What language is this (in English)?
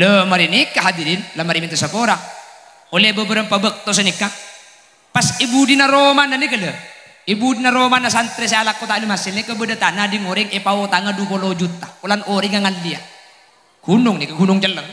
Madurese